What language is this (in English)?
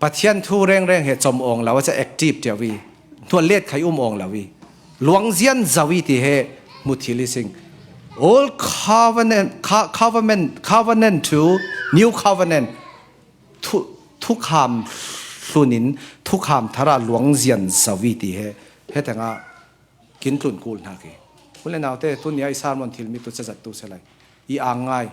Falam Chin